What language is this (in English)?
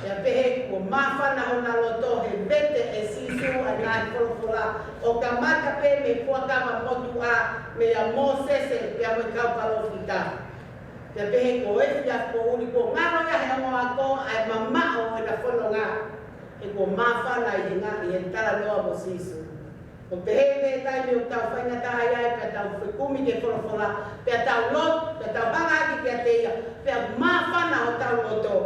Tongan